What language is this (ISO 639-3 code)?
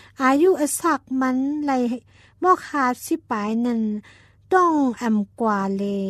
tha